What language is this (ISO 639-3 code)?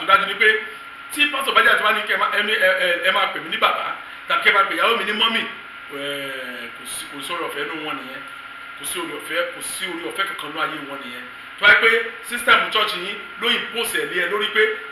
yor